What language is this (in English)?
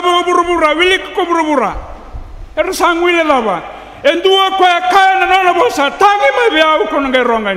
Fijian